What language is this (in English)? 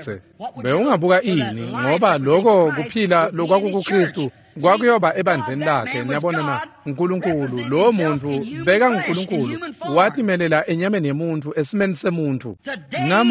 Swati